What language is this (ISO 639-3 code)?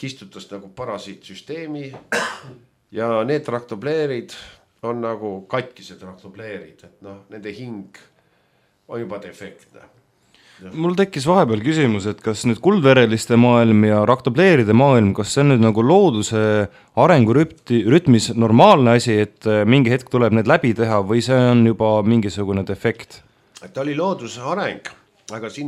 est